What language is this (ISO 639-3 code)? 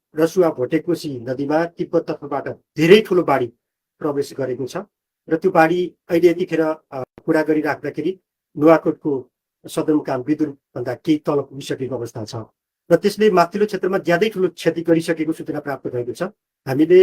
nep